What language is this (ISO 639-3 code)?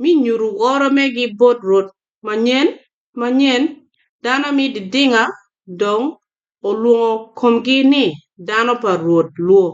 ach